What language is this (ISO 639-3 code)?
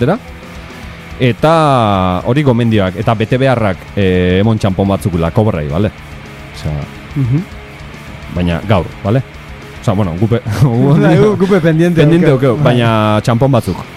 eus